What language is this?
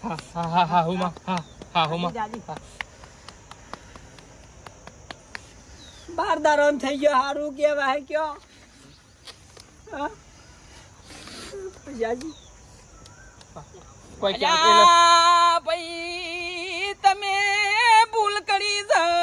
Gujarati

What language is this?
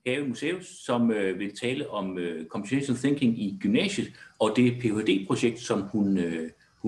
Danish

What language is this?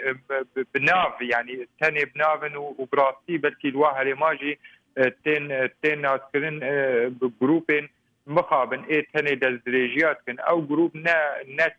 Kurdish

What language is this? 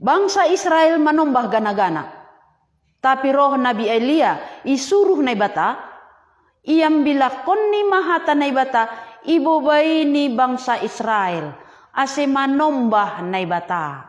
Batak Simalungun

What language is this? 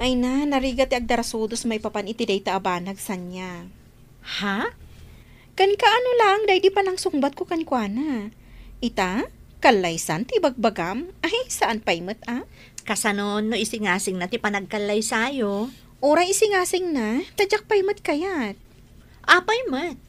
Iloko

